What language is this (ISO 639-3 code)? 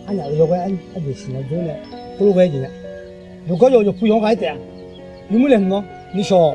ahk